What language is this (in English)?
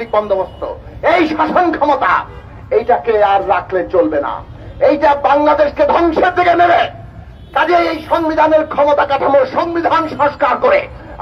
Bangla